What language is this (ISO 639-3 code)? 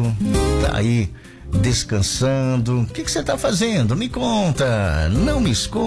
por